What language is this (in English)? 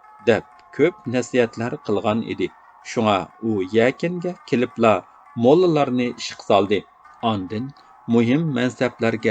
Uyghur